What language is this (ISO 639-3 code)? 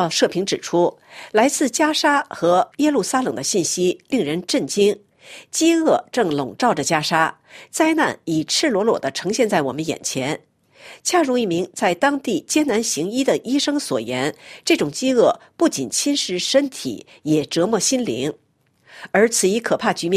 zho